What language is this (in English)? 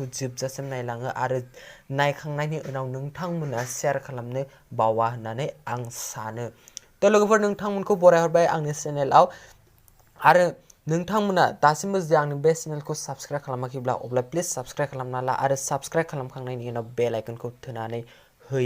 Bodo